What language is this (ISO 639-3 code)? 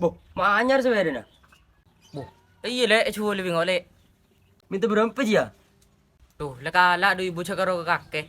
mad